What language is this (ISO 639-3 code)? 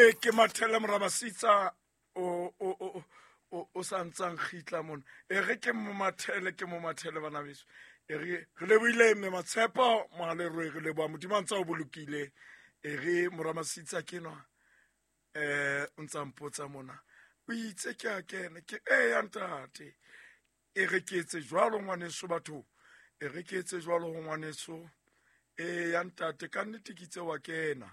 sot